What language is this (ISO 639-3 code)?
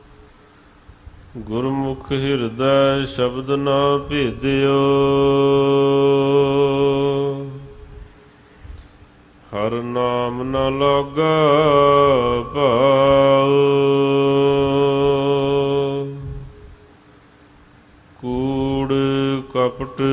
pan